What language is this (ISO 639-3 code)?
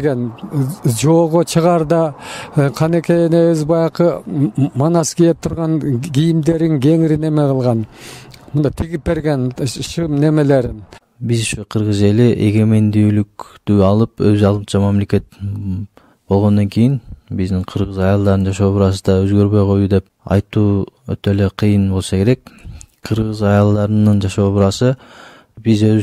kir